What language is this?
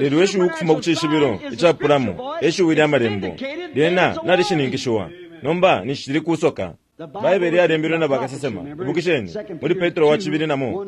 Bemba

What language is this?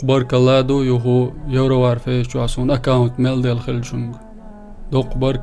Chechen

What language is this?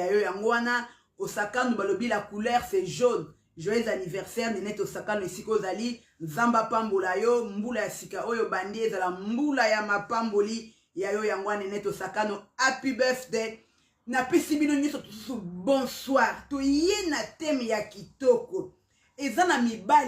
Lingala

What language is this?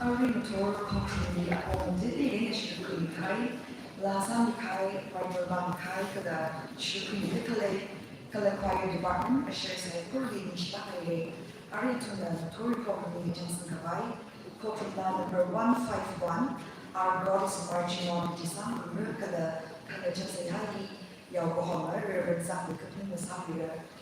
Tangkhul Naga (India)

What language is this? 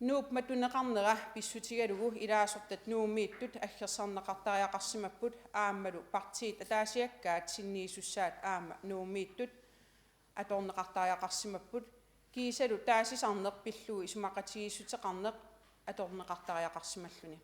Kalaallisut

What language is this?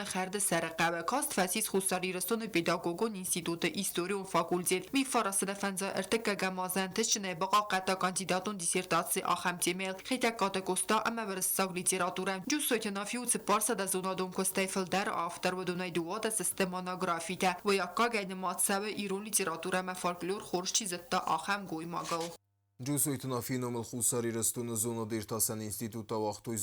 Ossetic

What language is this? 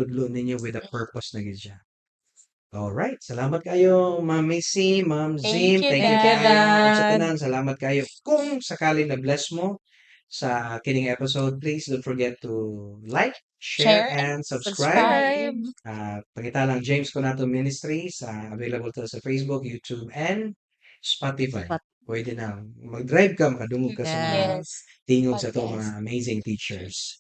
Cebuano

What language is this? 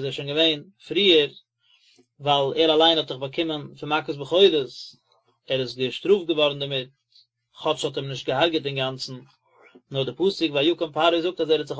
Yiddish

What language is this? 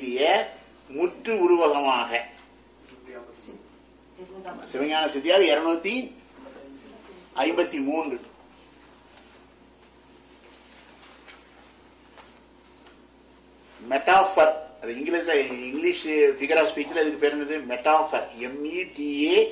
Tamil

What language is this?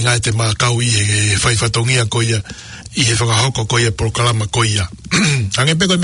Tongan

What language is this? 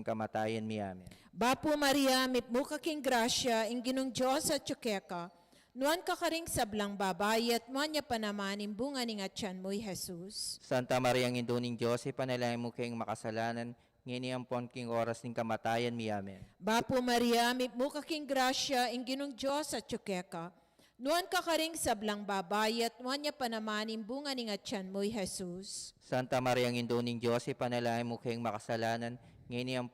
Pampanga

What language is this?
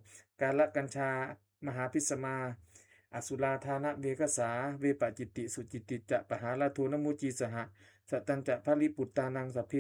Pali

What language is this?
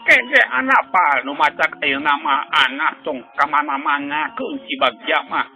Sundanese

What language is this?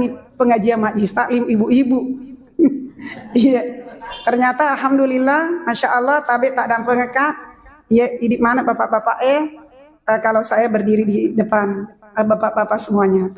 Buginese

